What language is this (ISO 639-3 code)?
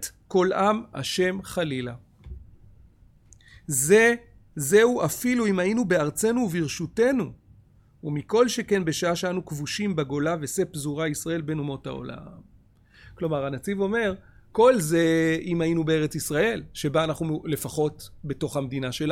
heb